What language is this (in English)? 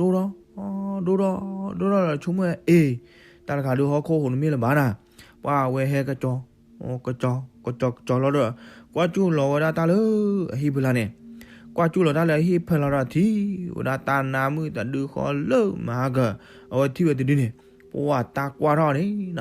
S'gaw Karen